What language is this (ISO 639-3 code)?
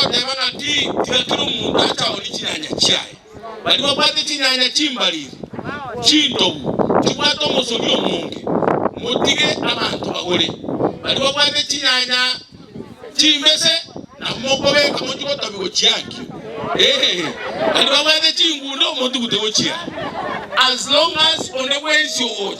guz